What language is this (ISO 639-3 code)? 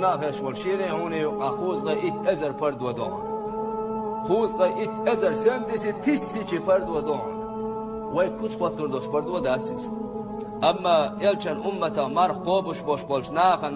che